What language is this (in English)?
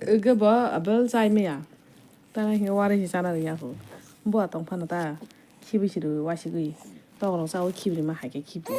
Kok Borok